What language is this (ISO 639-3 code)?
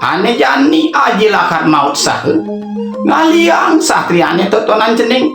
ban